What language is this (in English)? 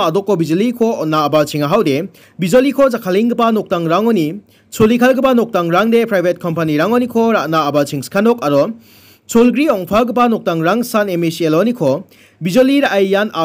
Garo